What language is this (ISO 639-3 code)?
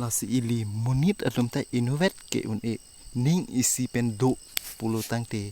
mjw